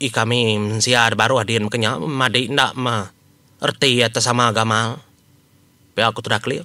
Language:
Iban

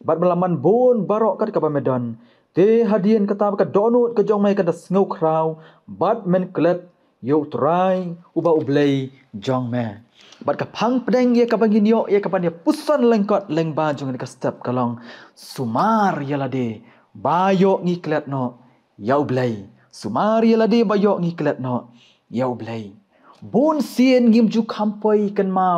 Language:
Khasi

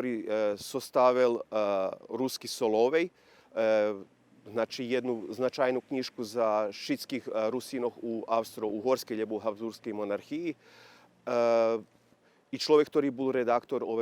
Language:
Rusyn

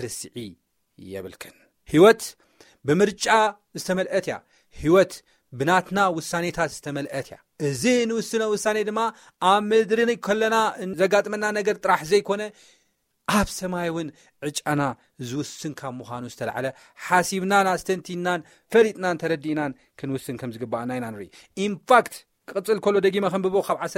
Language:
Tigrinya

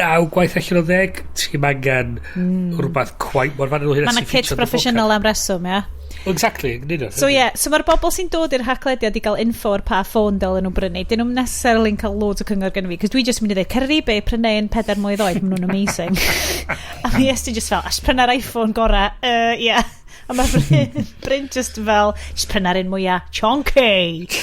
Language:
Welsh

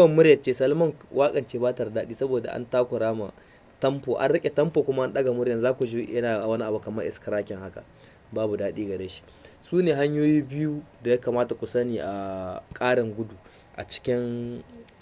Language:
Hausa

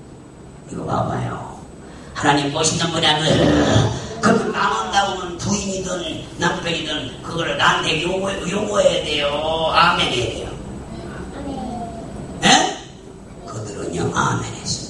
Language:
Korean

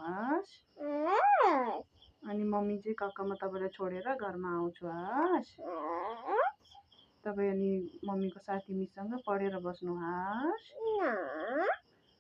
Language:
Nepali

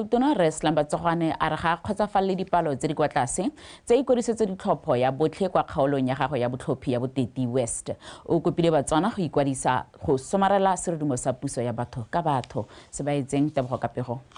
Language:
Tswana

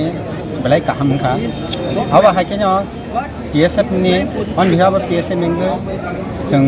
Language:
Kok Borok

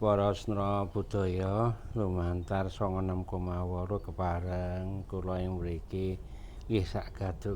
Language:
Javanese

